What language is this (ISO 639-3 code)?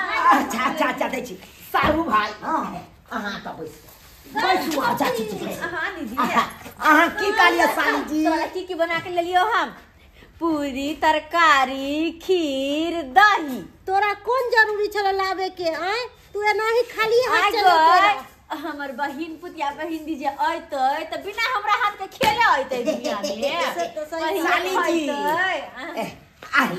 mai